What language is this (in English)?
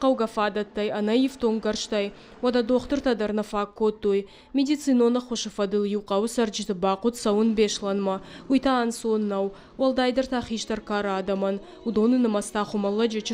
Ossetic